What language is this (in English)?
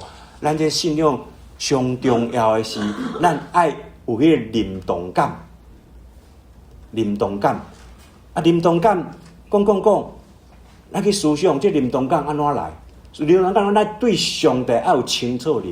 Min Nan Chinese